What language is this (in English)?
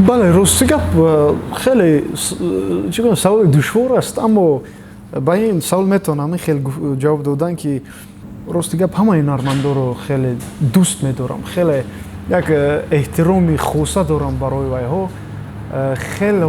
Tajik